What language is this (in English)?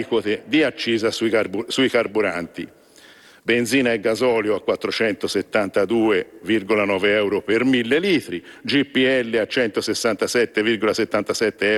Italian